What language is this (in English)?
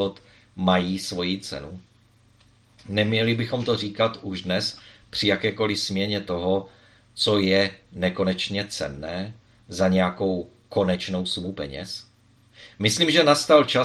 Czech